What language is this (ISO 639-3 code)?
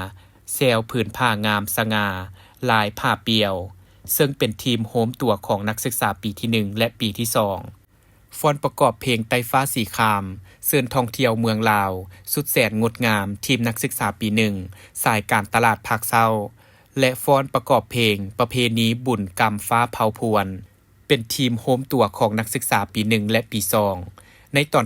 lao